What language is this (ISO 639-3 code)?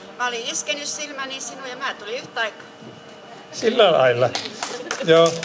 fin